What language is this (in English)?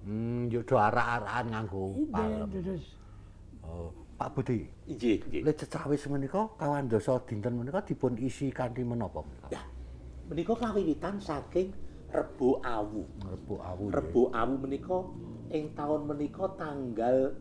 Javanese